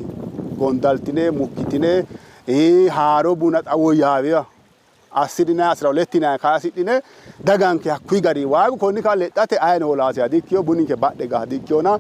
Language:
Sidamo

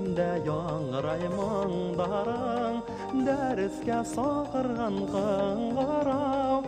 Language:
Bashkir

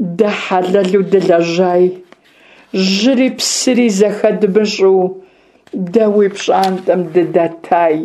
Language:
Kabardian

